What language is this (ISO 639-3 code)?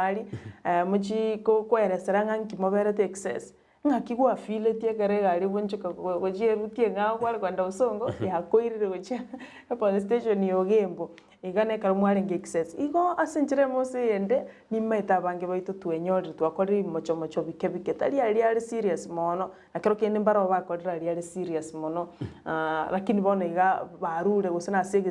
guz